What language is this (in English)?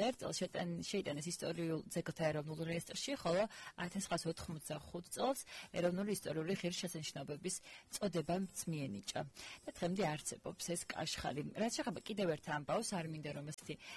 Georgian